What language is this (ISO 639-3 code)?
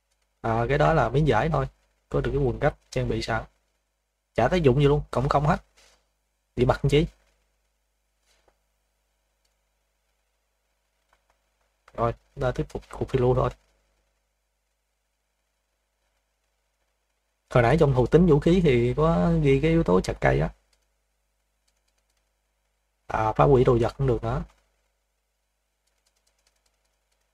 vie